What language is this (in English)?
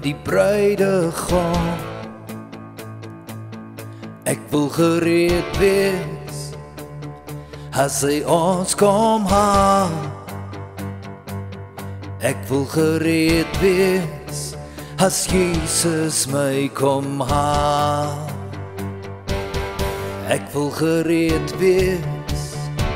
Afrikaans